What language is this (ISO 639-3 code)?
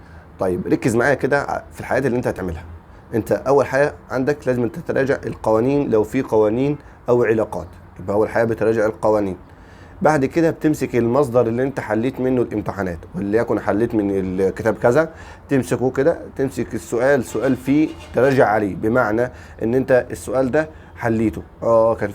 arz